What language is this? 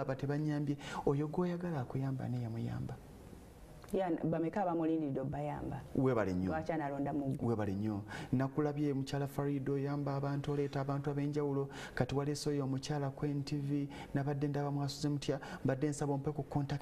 Ganda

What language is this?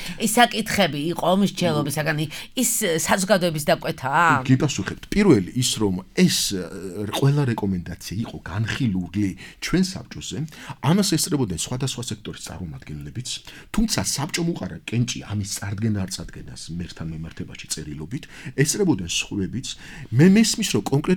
Georgian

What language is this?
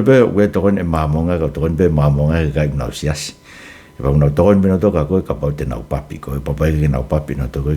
Tongan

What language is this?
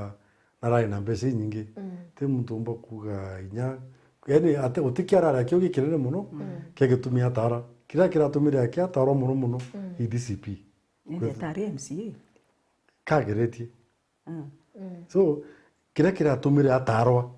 Meru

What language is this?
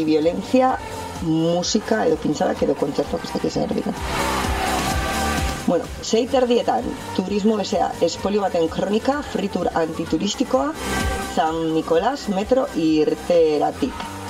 Basque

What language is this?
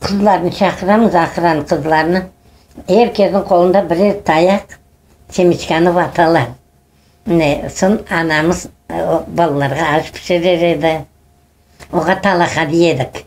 Crimean Tatar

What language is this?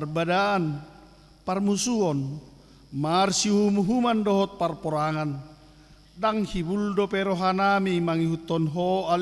Batak Toba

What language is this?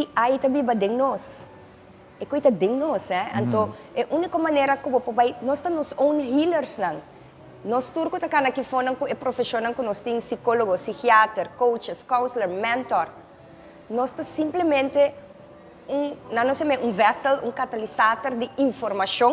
Papiamento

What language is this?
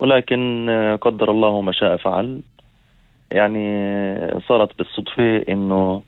North Levantine Arabic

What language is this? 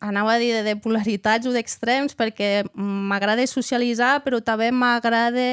Occitan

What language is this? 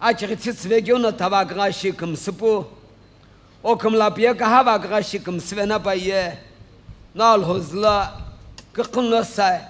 Sumi Naga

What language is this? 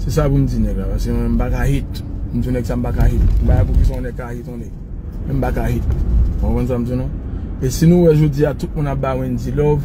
Haitian Creole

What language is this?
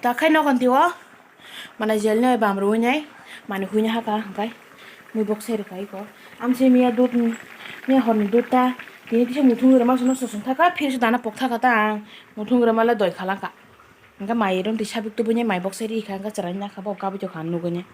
Kok Borok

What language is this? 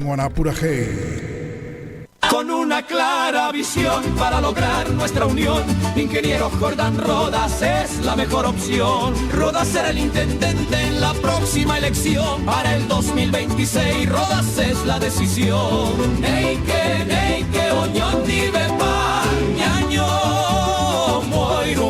Guarani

